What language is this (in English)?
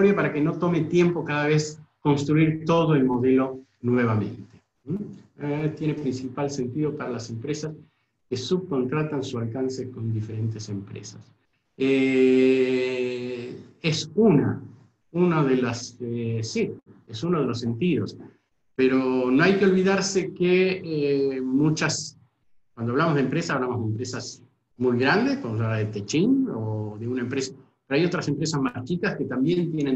Spanish